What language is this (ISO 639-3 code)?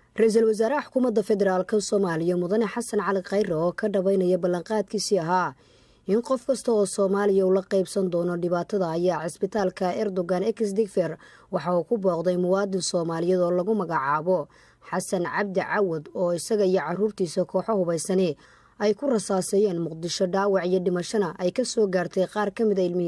som